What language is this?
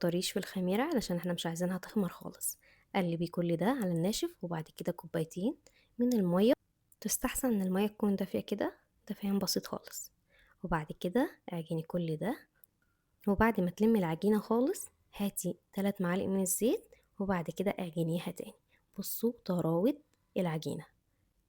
Egyptian Arabic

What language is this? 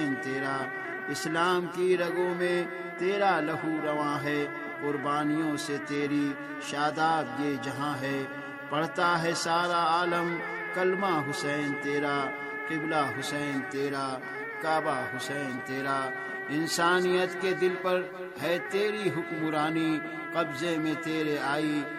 Urdu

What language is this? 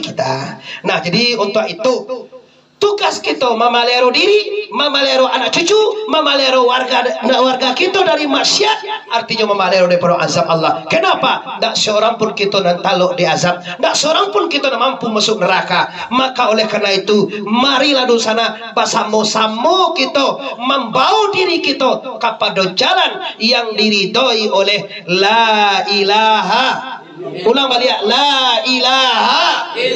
Minangkabau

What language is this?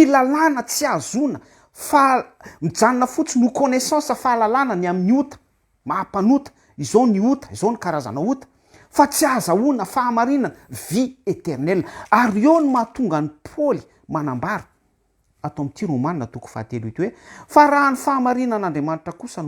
Malagasy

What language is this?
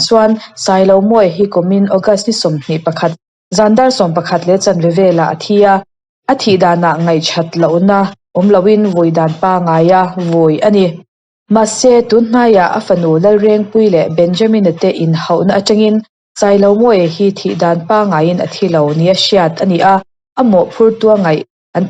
Mizo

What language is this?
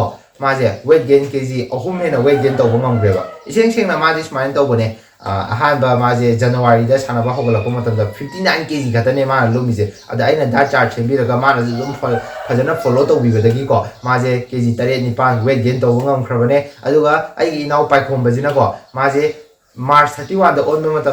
Manipuri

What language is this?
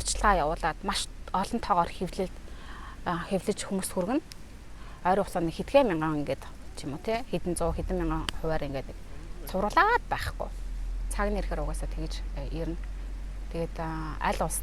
Mongolian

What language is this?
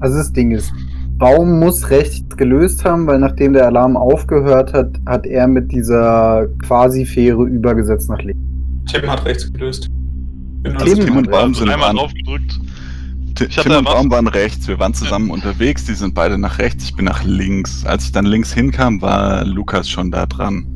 Swiss German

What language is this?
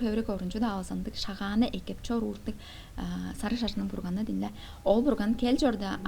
Tuvinian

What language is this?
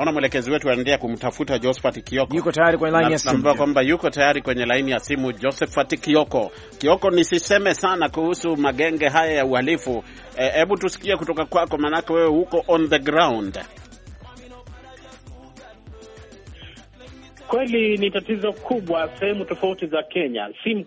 Swahili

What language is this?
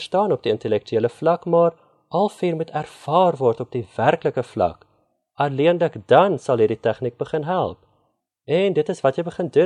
Afrikaans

